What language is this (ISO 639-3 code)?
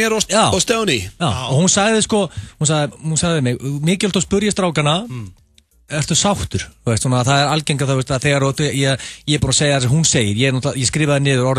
isl